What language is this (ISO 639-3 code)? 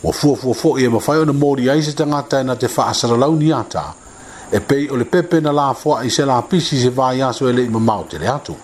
smo